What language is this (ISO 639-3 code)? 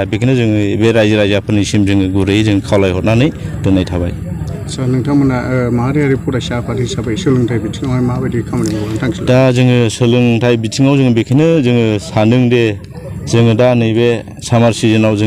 brx